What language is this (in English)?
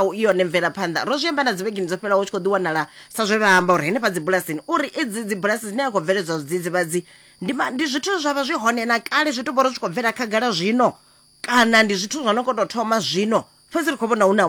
Venda